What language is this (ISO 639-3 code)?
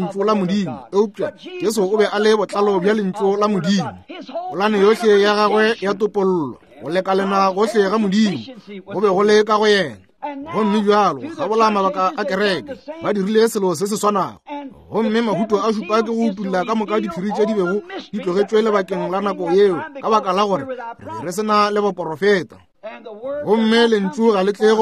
nso